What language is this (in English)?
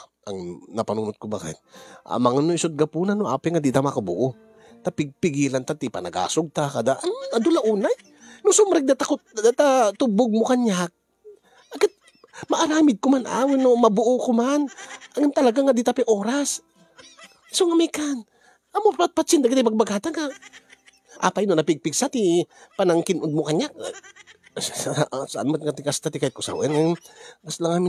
Iloko